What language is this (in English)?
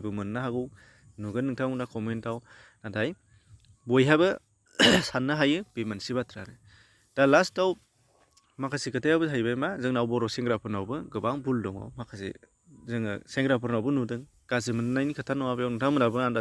Bodo